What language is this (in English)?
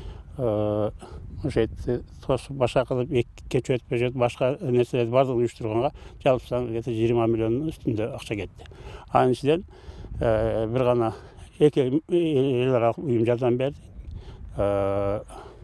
Kyrgyz